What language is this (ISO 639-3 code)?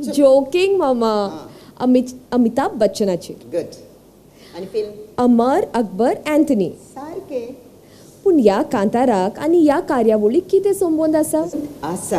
kok